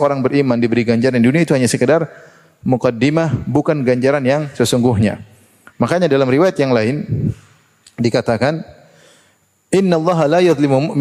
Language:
Indonesian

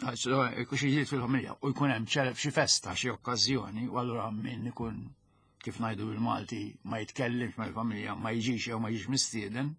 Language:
Maltese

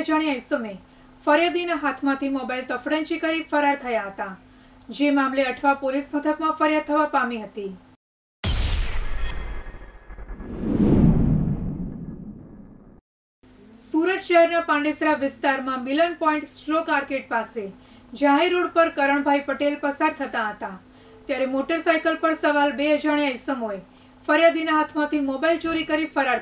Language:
Gujarati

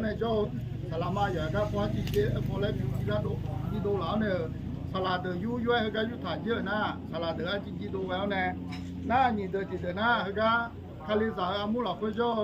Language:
Akha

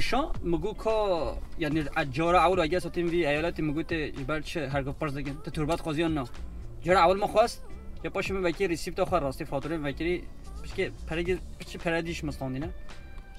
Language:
Kurdish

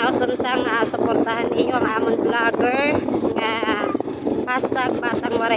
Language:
Waray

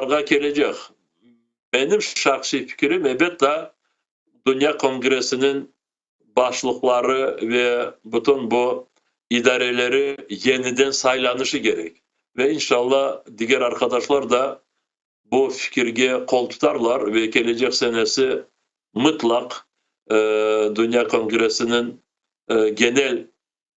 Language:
Crimean Tatar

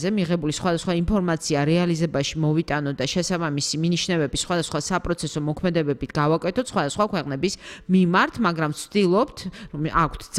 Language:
Georgian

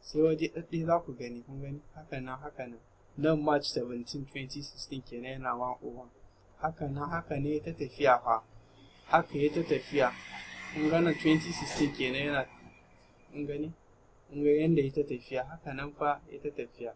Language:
Hausa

